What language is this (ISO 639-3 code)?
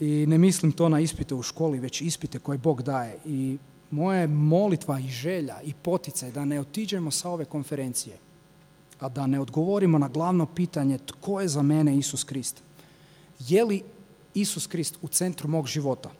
hrv